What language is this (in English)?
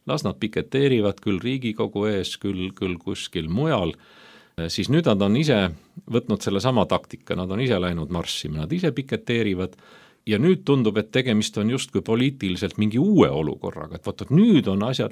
Estonian